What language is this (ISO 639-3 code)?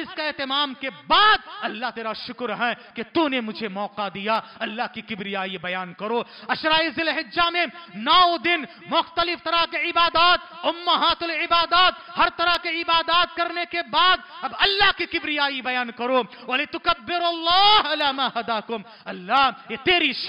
urd